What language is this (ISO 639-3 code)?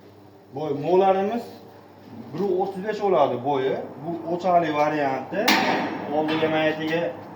uzb